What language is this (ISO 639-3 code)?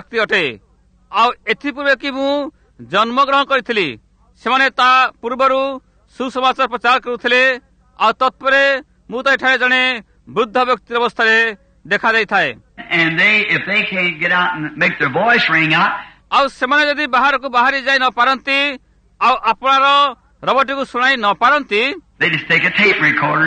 ori